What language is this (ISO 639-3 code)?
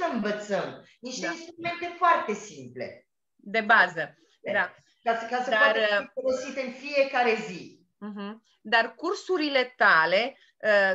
ron